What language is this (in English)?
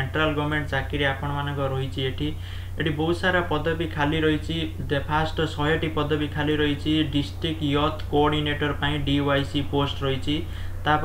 Odia